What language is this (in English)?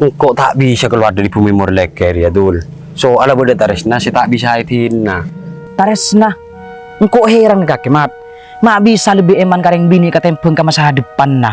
Madurese